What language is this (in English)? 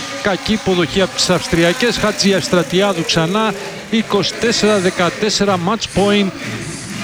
Greek